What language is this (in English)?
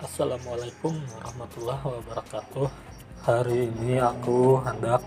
Banjar